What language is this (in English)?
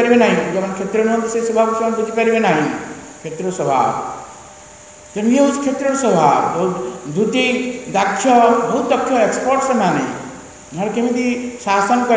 Odia